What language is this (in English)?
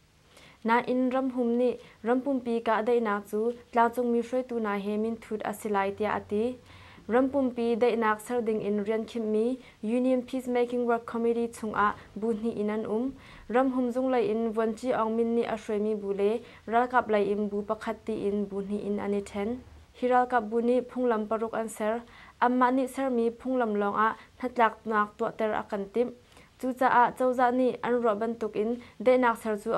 Hakha Chin